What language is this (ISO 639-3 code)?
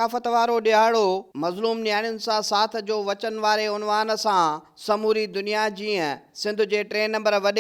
snd